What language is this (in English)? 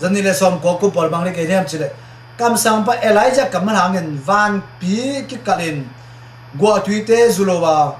Tedim Chin